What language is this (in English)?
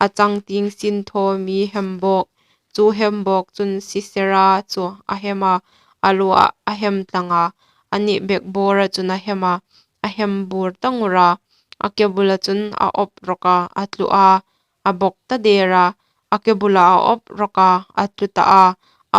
Hmar